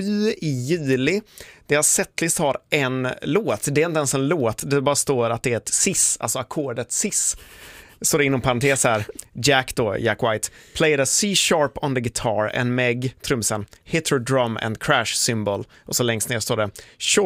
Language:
Swedish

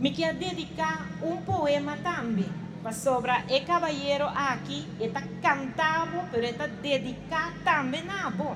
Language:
Papiamento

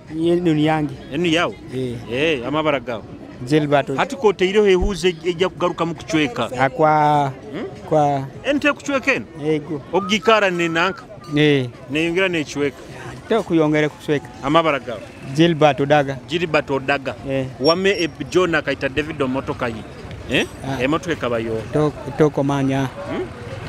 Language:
Nyoro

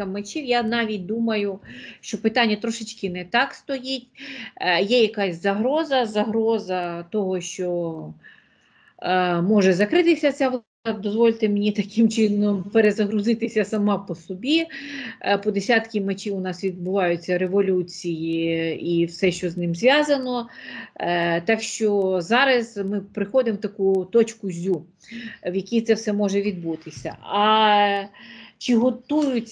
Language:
Ukrainian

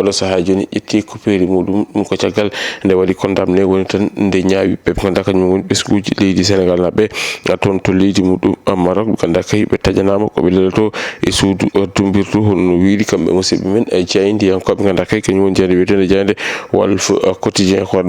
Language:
Fula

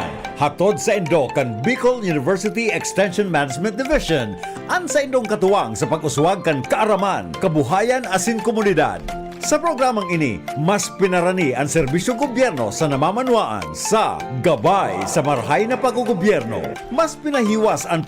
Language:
Bikol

